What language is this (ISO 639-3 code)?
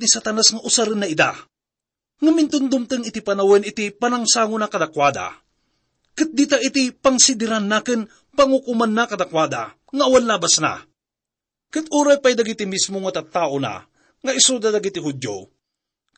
ilo